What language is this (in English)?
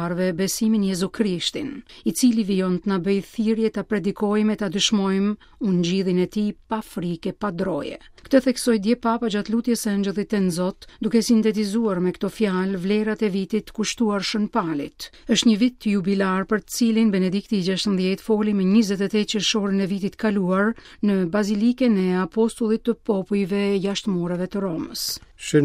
Albanian